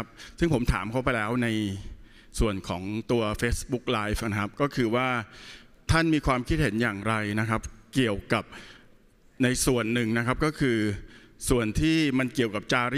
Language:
Thai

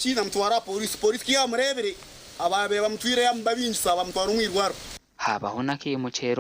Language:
Nyankole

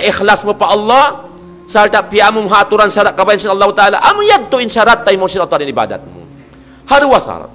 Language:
Tausug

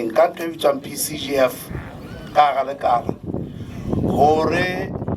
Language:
Southern Sotho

